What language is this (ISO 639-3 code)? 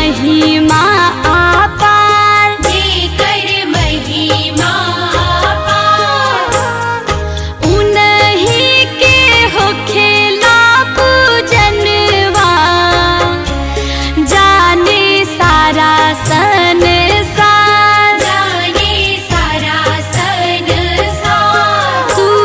bho